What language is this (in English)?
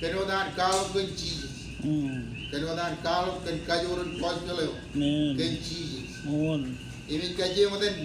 Marshallese